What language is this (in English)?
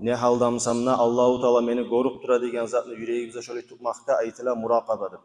Kumyk